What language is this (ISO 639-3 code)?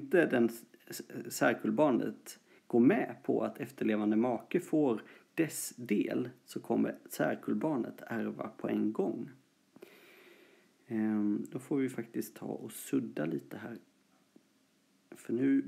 swe